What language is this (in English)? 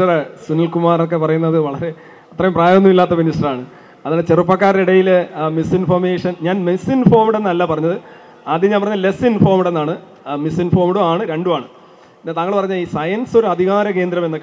Malayalam